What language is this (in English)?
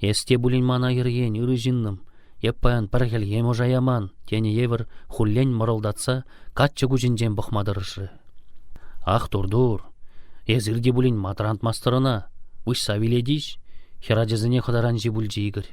Chuvash